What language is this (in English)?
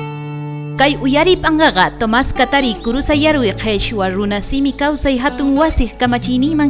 South Bolivian Quechua